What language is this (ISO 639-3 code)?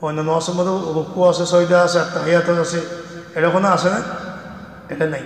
rhg